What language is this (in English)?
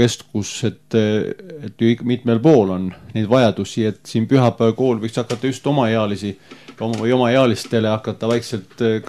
Estonian